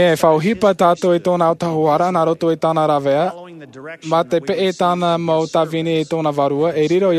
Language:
Tahitian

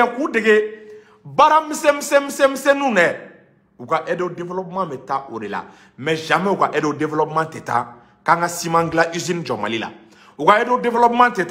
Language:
Bambara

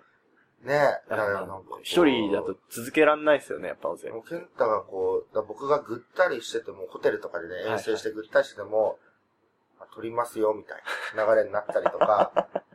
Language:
Japanese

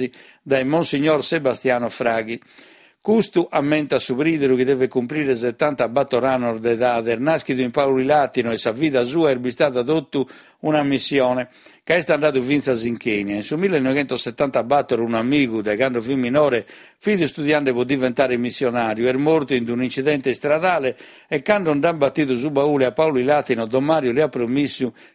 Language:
Sardinian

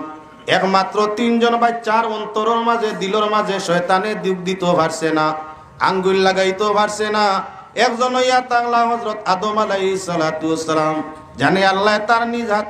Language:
Sylheti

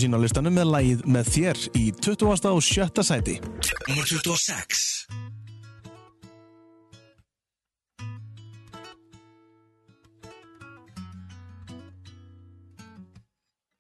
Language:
Icelandic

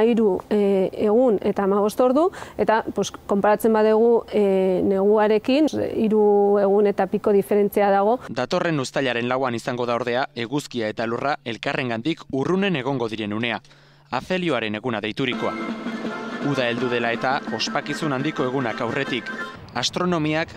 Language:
Basque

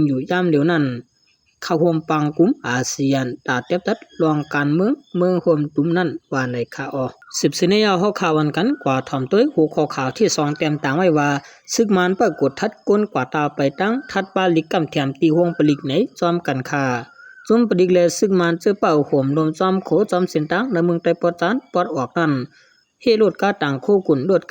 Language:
Shan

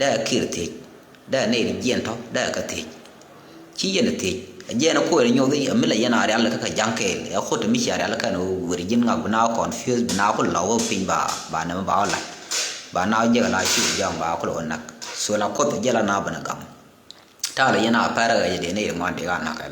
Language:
Nuer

